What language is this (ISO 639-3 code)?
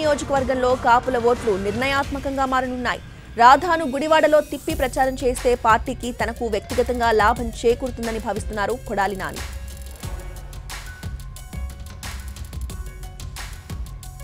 tel